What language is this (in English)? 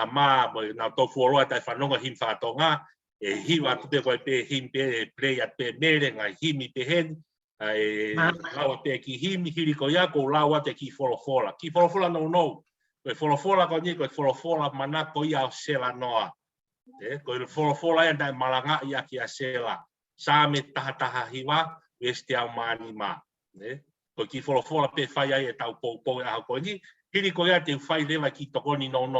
Tongan